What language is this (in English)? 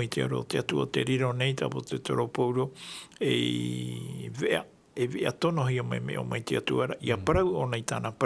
Tahitian